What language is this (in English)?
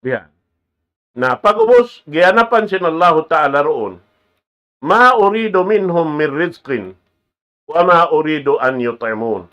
Tausug